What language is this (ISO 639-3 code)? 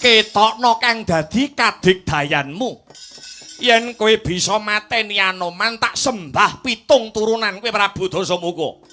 jav